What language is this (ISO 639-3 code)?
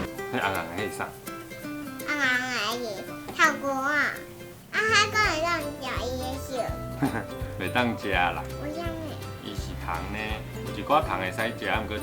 nan